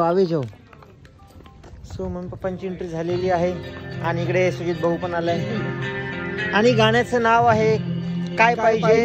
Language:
Marathi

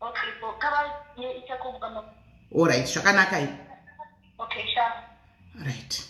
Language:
Shona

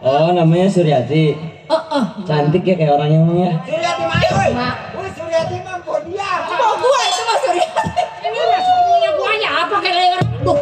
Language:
Betawi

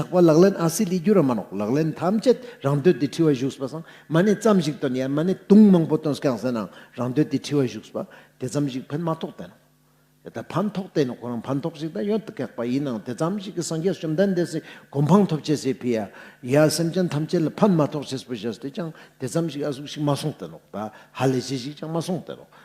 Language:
Ladakhi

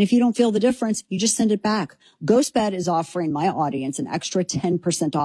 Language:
English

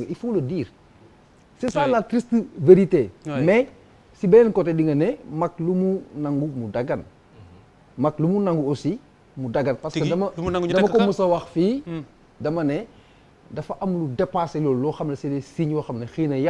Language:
Wolof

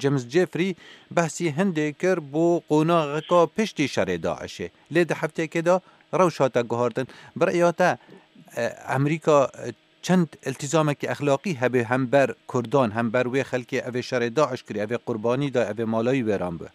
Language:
Kurdish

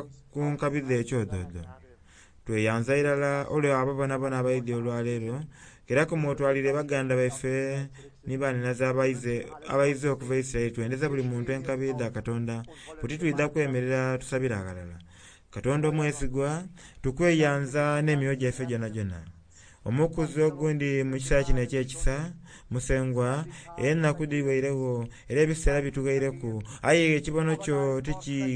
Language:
Soga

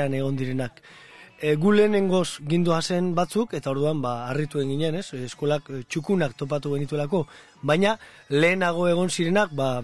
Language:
Basque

